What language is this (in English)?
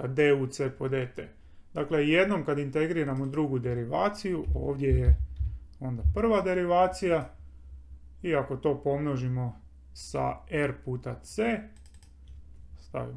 Croatian